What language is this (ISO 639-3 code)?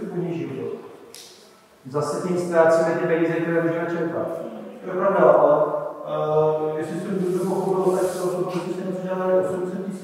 ces